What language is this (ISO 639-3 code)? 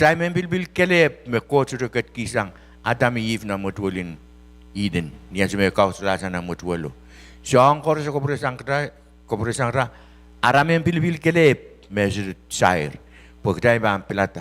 pon